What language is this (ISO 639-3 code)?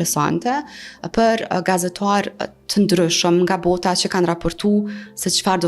sqi